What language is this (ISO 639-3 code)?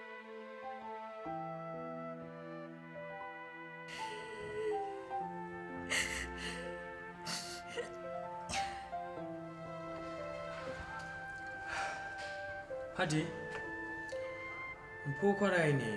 ksw